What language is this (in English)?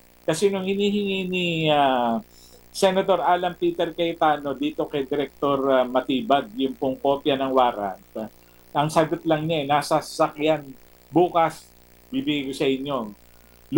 Filipino